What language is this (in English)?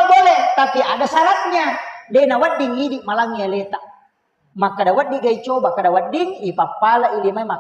Buginese